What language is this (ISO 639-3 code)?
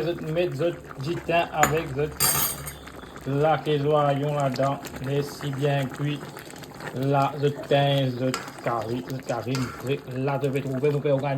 mfe